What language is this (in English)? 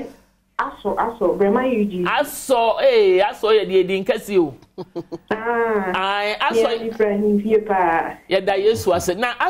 Akan